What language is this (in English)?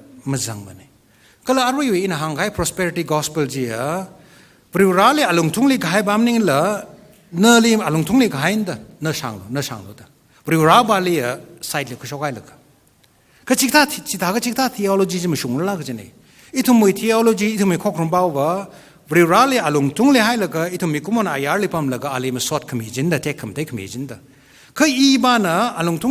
Tangkhul Naga (India)